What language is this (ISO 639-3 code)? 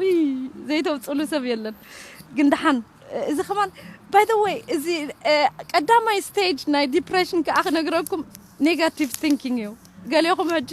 tir